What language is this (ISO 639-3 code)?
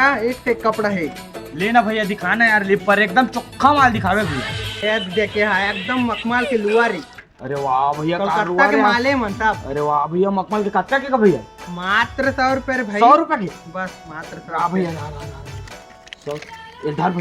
hne